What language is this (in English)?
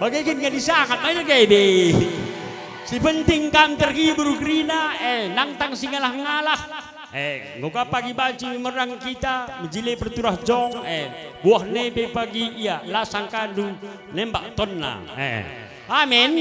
Batak Karo